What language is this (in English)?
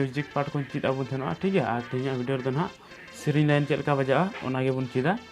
Santali